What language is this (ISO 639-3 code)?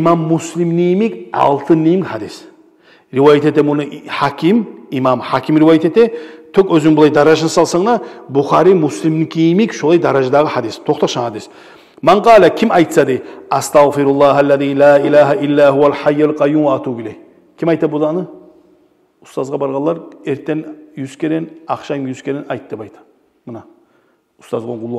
kum